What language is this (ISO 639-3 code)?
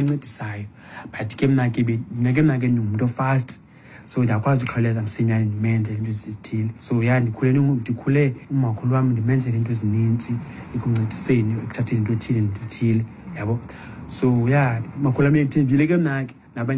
xho